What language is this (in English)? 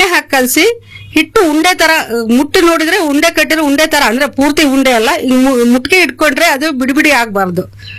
Kannada